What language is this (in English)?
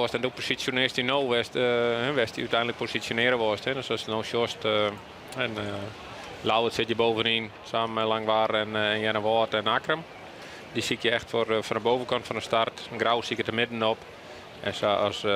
Western Frisian